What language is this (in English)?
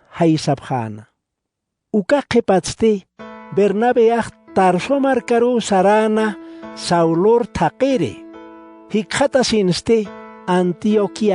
Aymara